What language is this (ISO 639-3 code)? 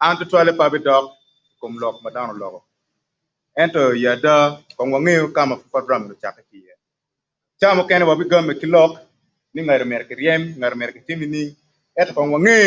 ach